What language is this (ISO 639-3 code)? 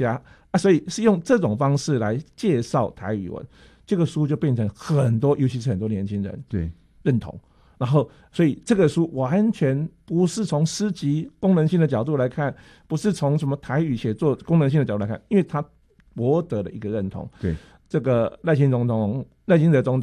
zho